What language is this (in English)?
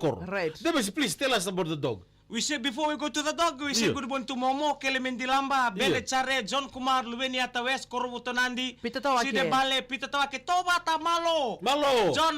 Fijian